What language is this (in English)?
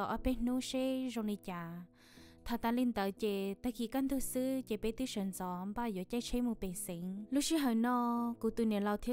Hmong